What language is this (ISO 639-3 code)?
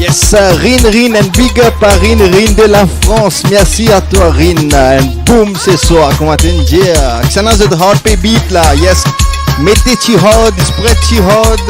mfe